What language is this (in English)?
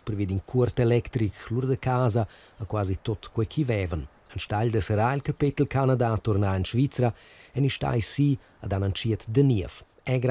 Romansh